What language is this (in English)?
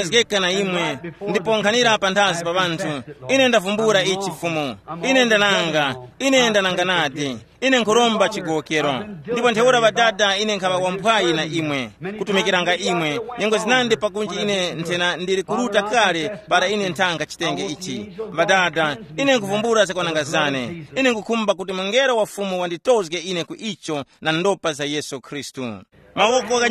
Tumbuka